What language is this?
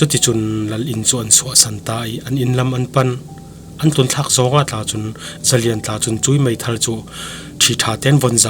Falam Chin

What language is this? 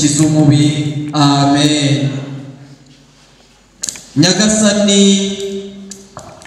Kinyarwanda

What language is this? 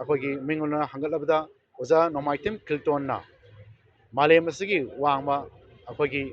Manipuri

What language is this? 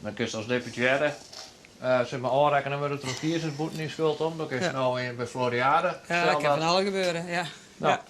Western Frisian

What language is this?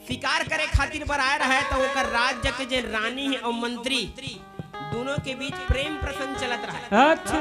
Chhattisgarhi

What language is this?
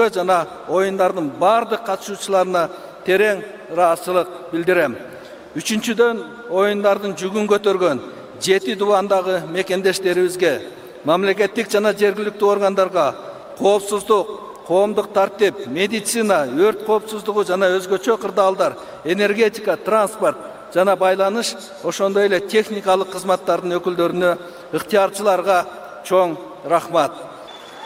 Kyrgyz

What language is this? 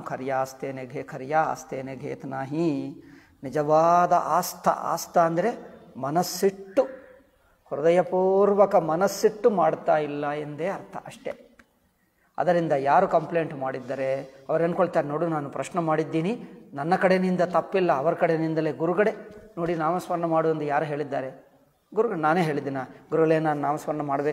Kannada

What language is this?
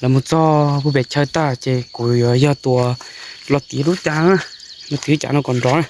Hmong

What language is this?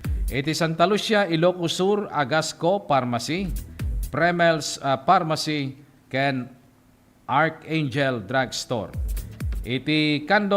Iloko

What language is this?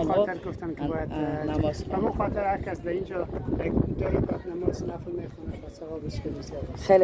Tajik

